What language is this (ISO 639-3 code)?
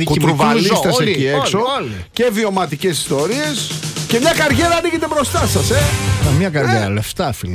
ell